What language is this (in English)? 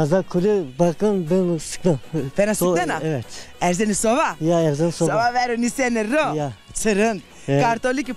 Zaza